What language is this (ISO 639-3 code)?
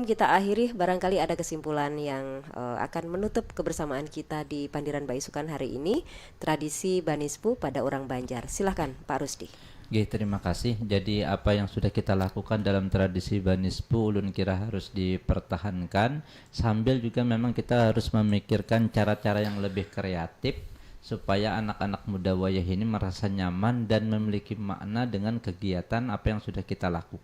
bjn